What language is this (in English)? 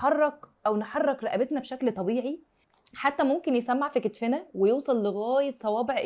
Egyptian Arabic